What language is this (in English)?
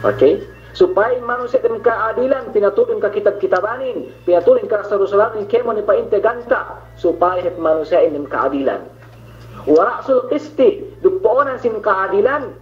Yakan